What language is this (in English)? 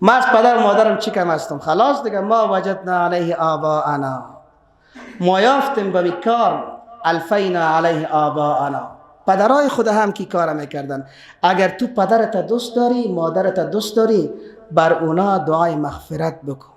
Persian